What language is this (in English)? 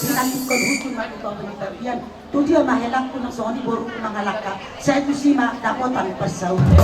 Batak Toba